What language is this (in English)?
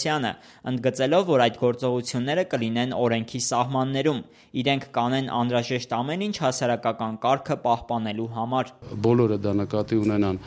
Armenian